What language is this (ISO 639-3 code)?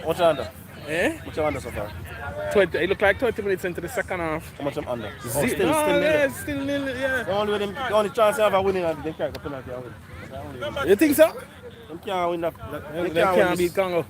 jam